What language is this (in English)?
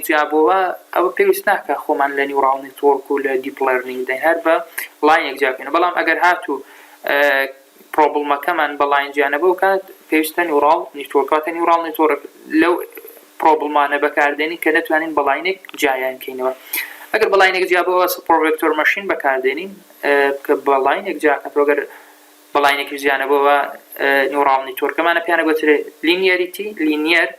Central Kurdish